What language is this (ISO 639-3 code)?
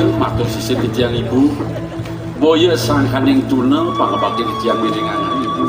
ban